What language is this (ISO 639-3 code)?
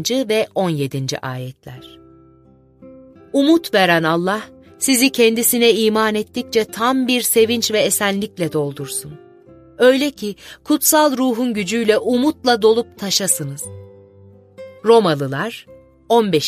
tur